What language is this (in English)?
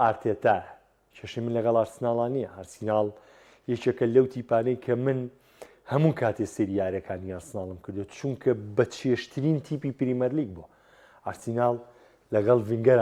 Central Kurdish